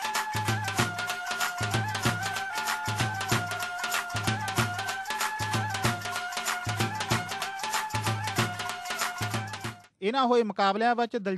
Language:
Punjabi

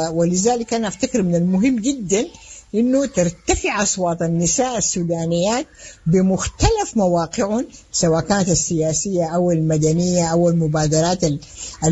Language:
Sudanese Arabic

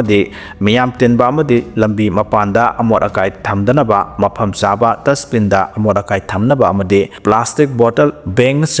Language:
Manipuri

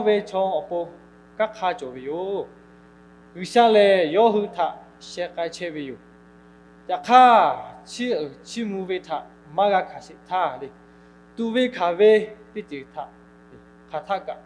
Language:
Lahu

